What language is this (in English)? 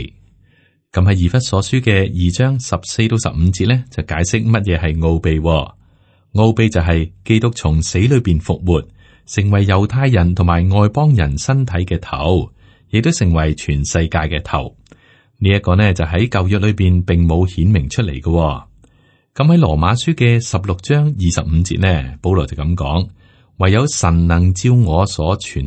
Cantonese